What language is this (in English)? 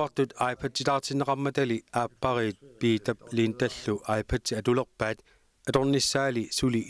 Kalaallisut